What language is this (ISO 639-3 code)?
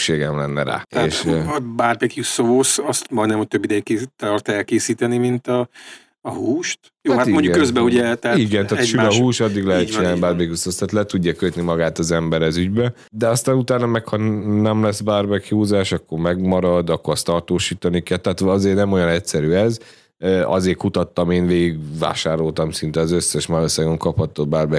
hun